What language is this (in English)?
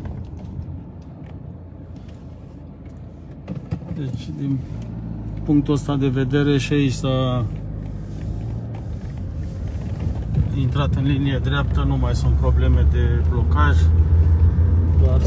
Romanian